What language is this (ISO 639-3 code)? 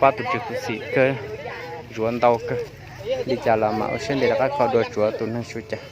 hmn